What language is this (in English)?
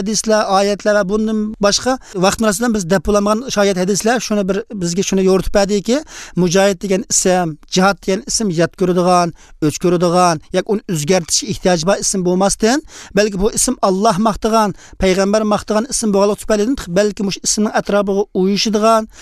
Uyghur